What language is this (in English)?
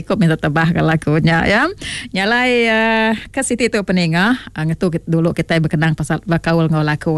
Iban